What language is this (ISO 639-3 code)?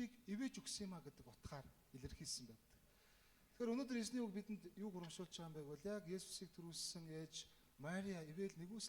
mon